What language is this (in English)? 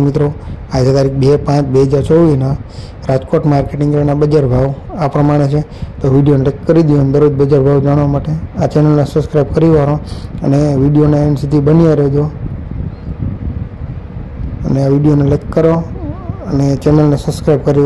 Gujarati